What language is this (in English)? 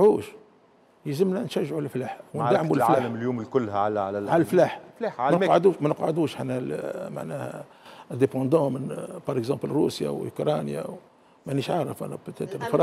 Tunisian Arabic